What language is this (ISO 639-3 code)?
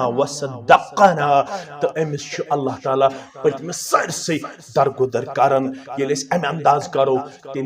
kas